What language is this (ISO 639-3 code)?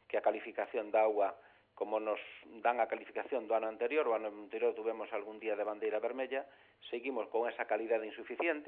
glg